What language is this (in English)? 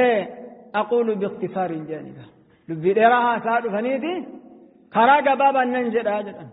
Oromo